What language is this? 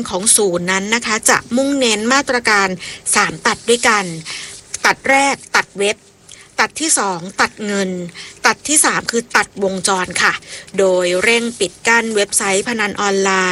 Thai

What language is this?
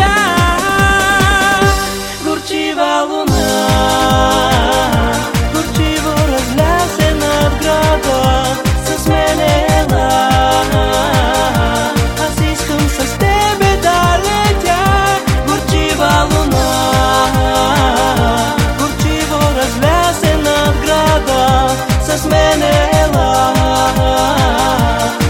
Bulgarian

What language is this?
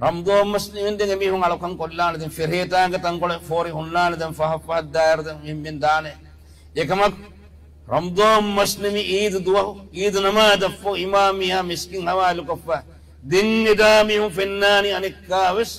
Divehi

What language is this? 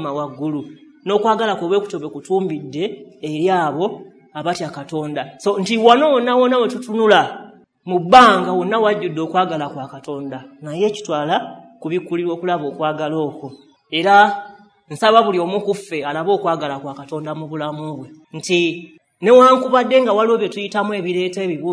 Ganda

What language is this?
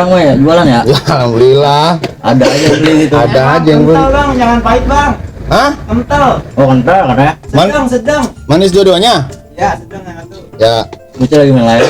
Betawi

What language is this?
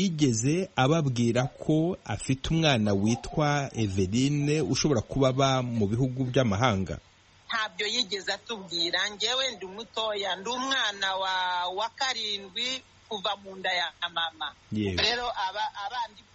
Kinyarwanda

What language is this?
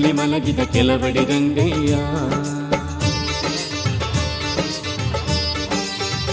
Kannada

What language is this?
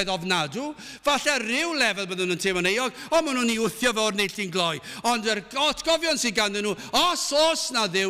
Welsh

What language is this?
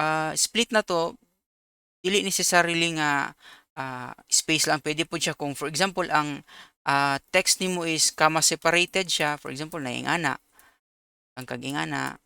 Cebuano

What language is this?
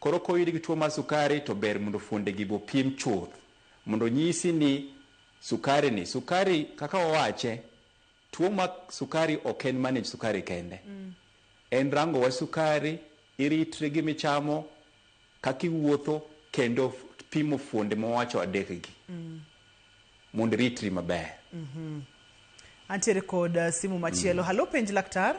Luo (Kenya and Tanzania)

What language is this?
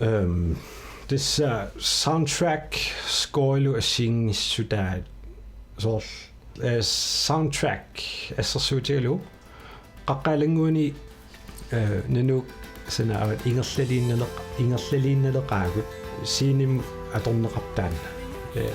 Kalaallisut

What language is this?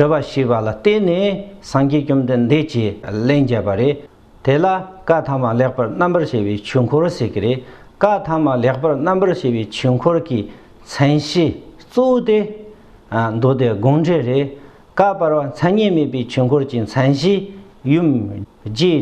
Tibetan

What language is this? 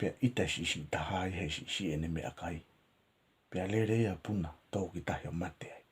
Tongan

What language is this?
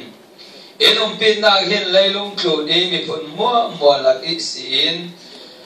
Falam Chin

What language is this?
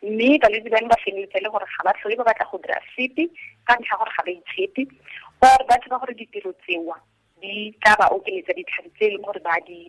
Tswana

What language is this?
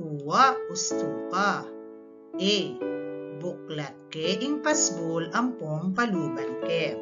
Pampanga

